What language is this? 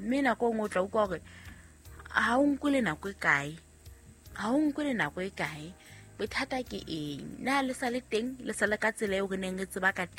Southern Sotho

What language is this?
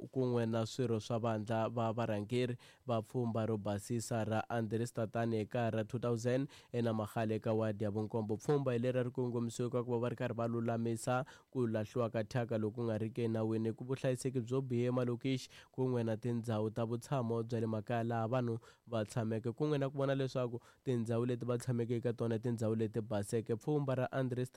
Tsonga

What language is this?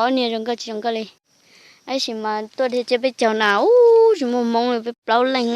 Hmong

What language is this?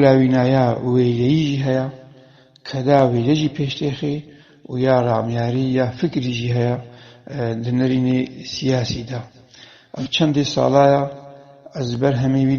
Kurdish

